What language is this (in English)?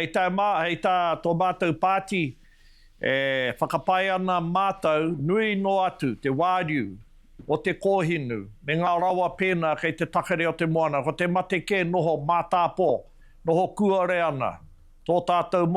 Māori